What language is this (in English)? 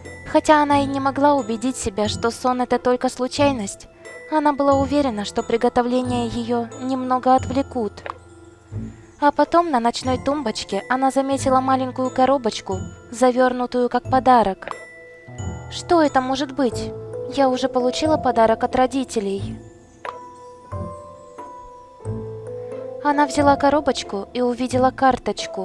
Russian